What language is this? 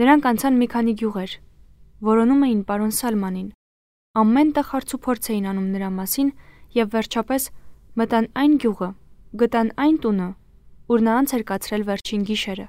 Armenian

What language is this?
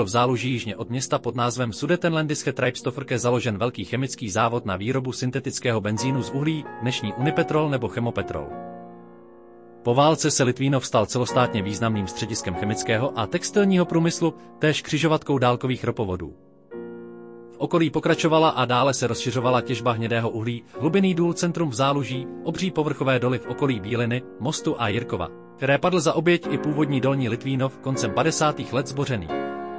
Czech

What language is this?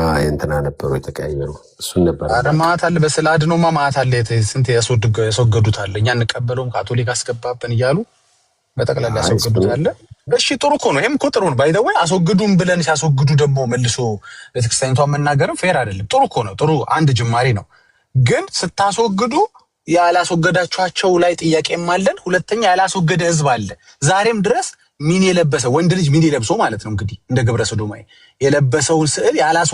Amharic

